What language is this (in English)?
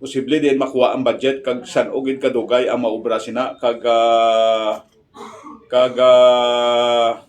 Hiligaynon